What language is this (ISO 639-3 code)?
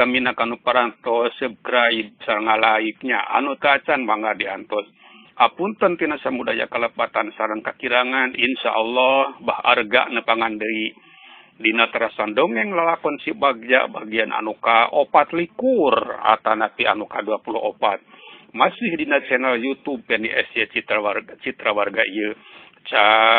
sun